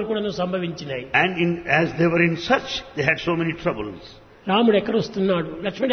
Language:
Telugu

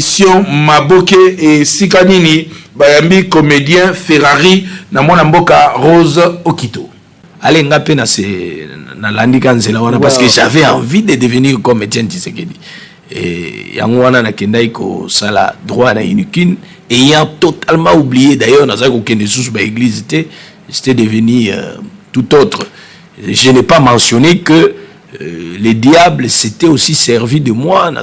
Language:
Lingala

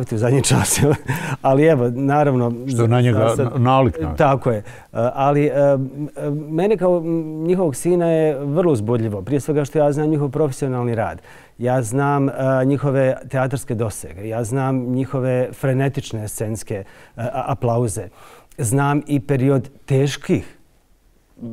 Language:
Bosnian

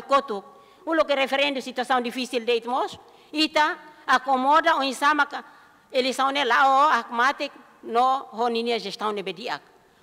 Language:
Tetum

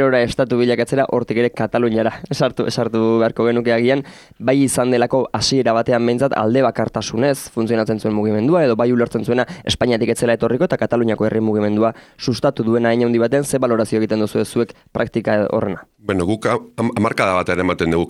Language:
Basque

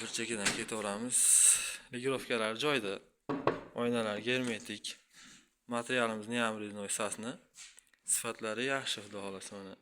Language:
Uzbek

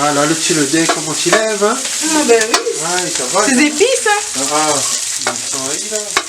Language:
Réunion Creole French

